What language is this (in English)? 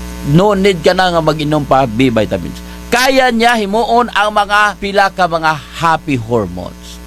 Kinaray-a